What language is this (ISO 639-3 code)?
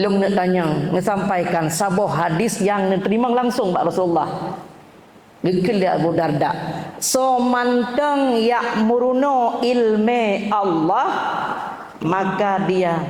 ace